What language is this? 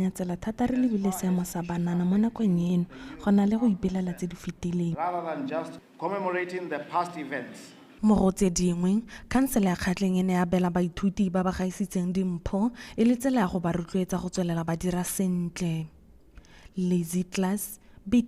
Tswana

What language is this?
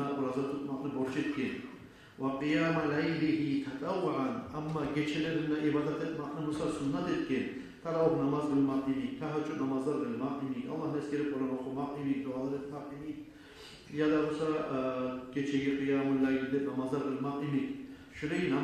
Kumyk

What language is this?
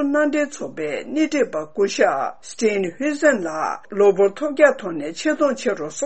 Tibetan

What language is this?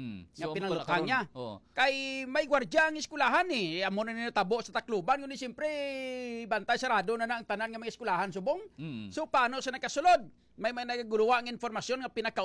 Hiligaynon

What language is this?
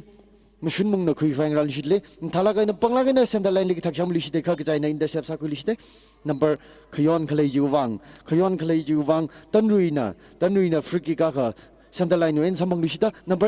Tangkhul Naga (India)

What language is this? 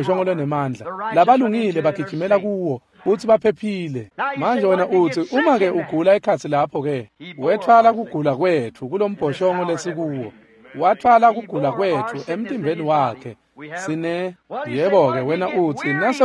Swati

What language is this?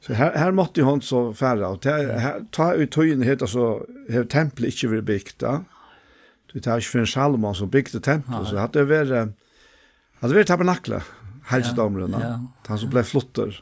Faroese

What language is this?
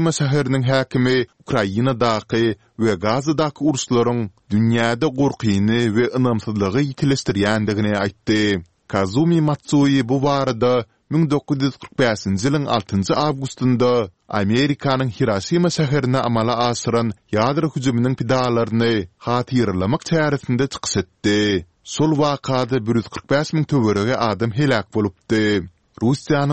Turkmen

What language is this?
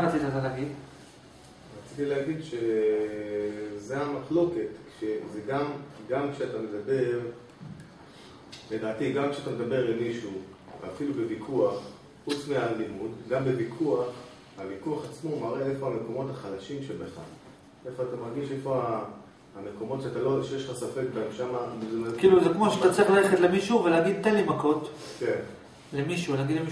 Hebrew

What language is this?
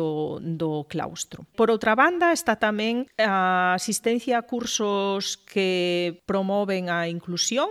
Galician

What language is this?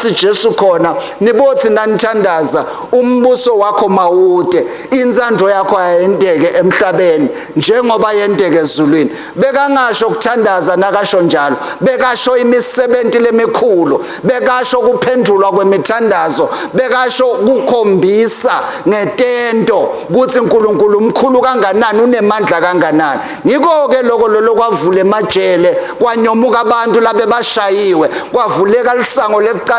Swati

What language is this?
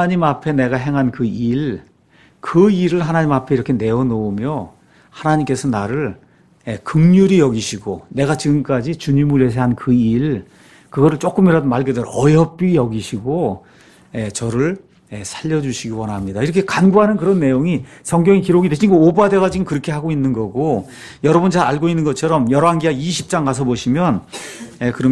Korean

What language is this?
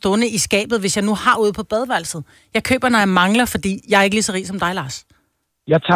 Danish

